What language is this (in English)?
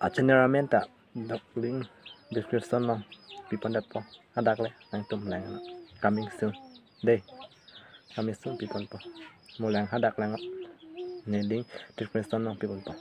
Karbi